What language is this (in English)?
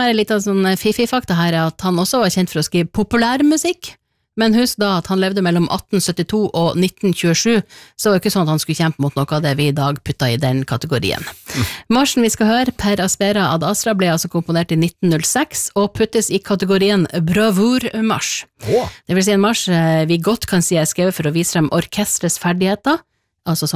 Norwegian